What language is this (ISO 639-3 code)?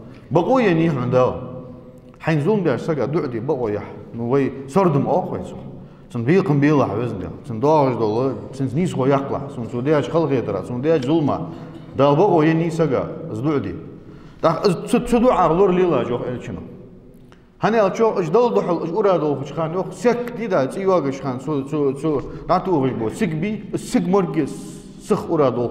inh